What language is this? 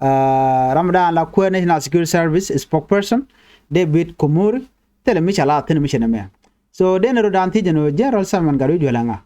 Nuer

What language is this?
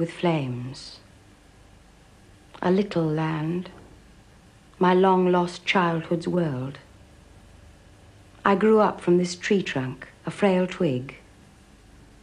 Hungarian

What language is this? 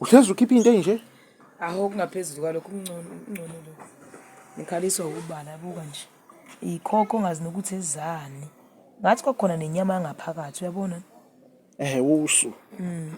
Zulu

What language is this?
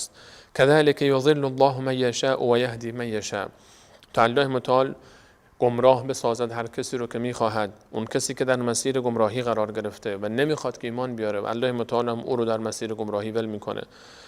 Persian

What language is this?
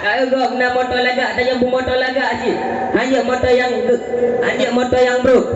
Achinese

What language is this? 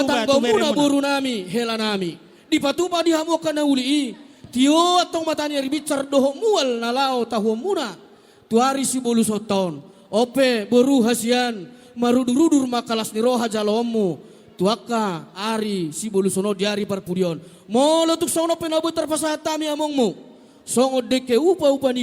Batak Toba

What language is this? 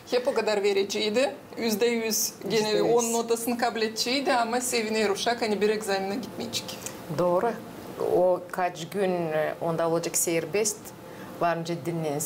Gagauz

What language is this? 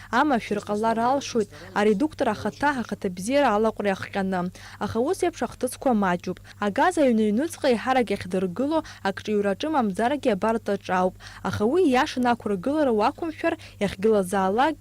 Abkhazian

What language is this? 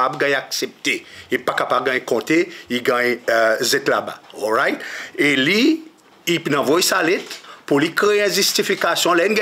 Seselwa Creole French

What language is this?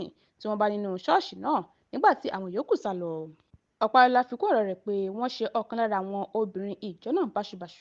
Yoruba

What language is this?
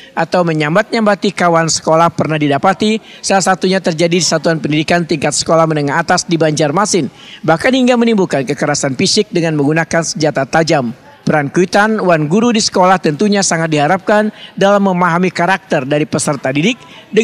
Banjar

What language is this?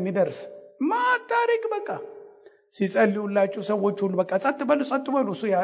Amharic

